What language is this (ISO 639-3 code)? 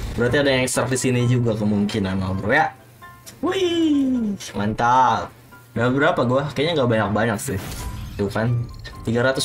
ind